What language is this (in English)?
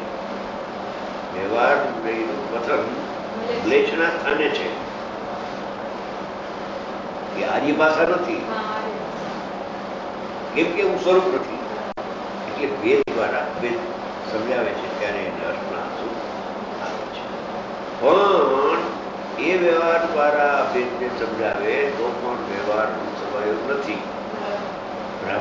Gujarati